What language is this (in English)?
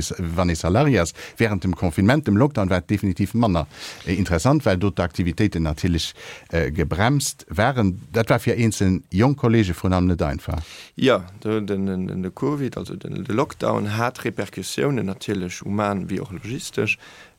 Luxembourgish